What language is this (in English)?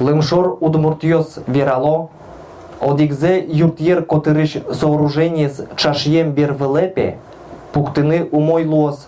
Udmurt